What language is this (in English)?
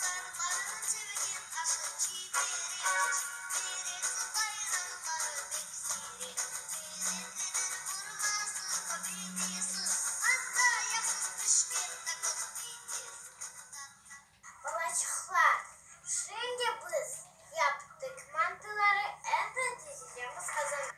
Crimean Tatar